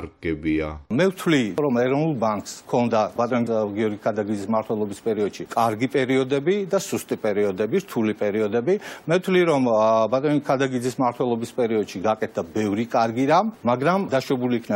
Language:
Georgian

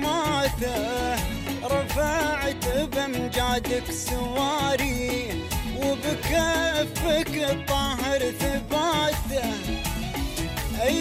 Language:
Gulf Arabic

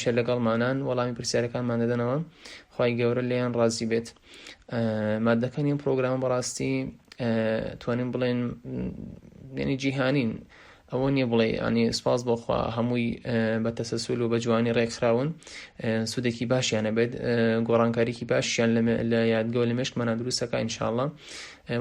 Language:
Central Kurdish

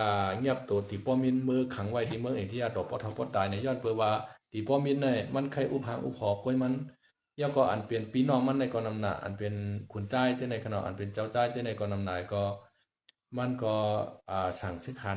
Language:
Shan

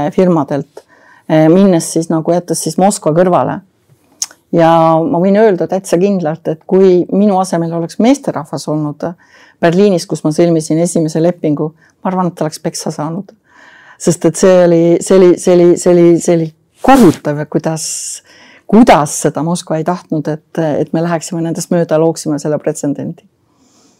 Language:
Estonian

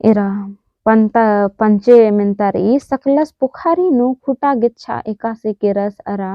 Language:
Kurukh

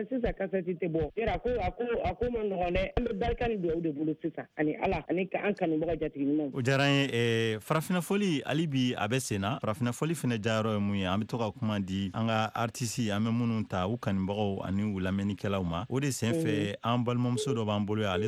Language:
Bambara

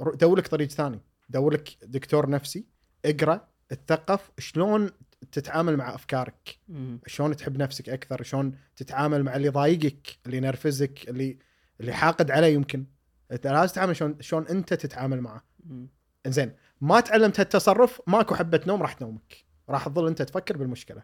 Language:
Gulf Arabic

